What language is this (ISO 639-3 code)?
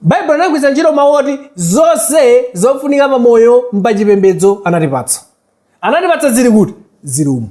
nya